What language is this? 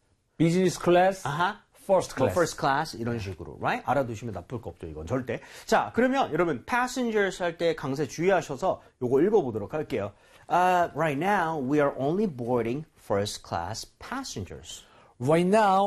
Korean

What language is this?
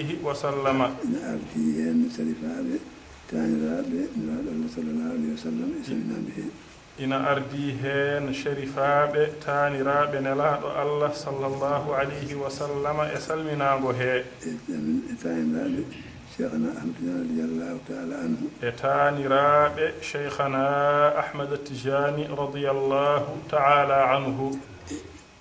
Fula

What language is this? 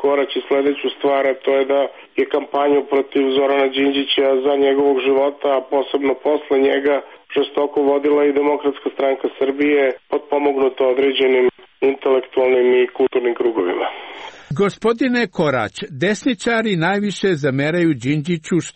Serbian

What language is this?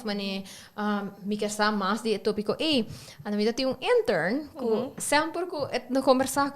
Papiamento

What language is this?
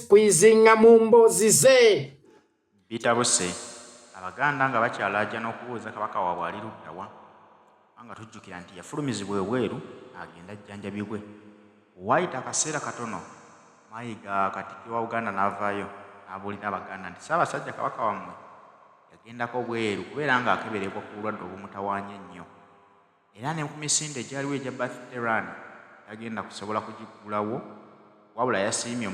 Ganda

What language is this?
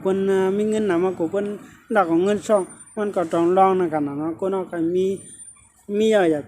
Shan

